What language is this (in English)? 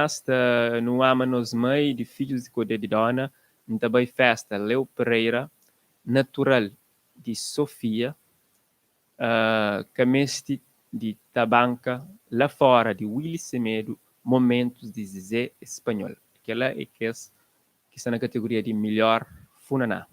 Kabuverdianu